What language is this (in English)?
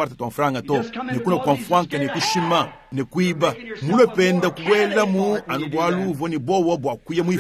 Luba-Lulua